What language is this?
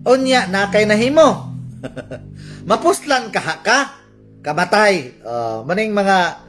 Cebuano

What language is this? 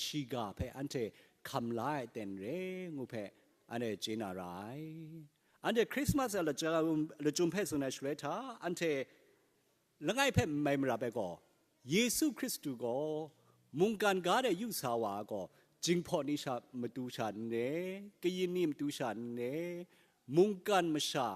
Kachin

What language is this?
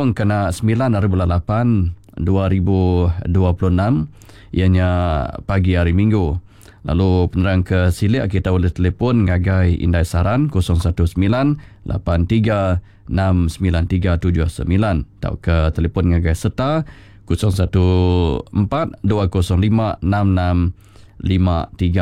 Iban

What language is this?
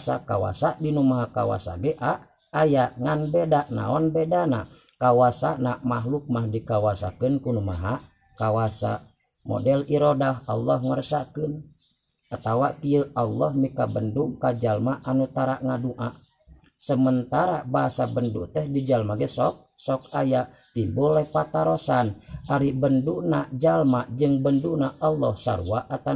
Sundanese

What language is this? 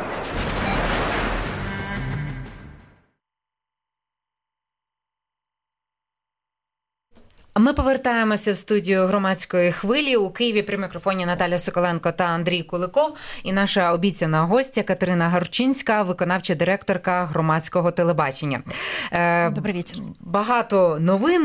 Ukrainian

